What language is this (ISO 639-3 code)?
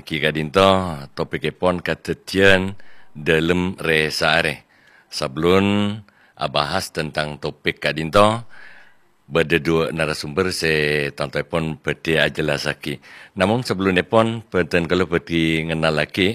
mad